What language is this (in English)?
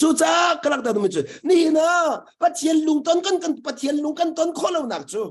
Hakha Chin